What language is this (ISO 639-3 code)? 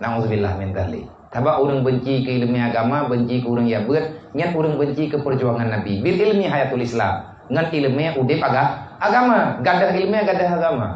ace